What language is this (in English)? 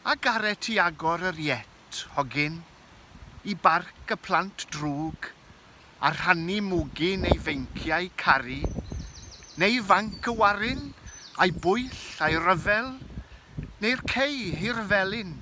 Welsh